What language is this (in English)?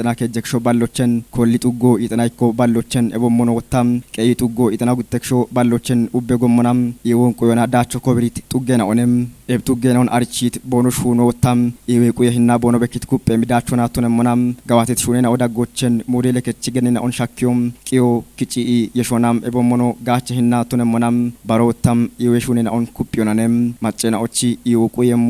Kafa